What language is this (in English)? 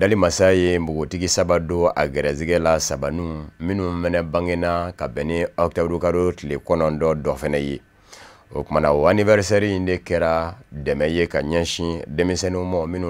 Bambara